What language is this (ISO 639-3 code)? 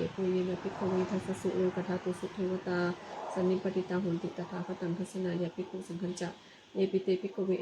pli